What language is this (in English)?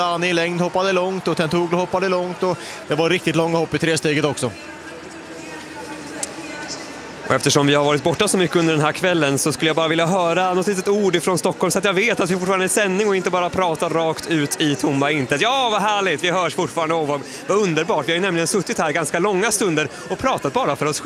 Swedish